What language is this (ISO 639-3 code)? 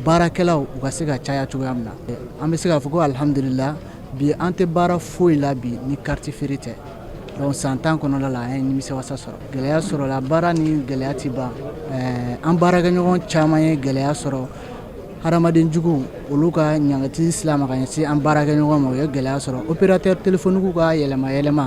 bam